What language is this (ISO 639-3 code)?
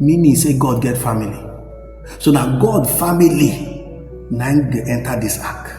pcm